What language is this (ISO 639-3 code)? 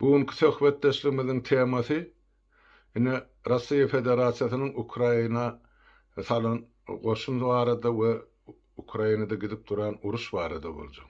tuk